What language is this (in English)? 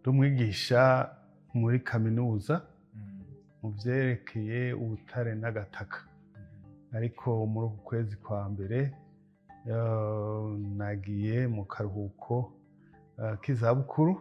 Rundi